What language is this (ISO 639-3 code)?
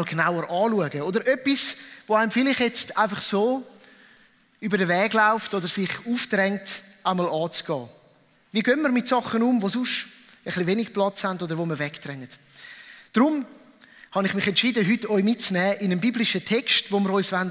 gsw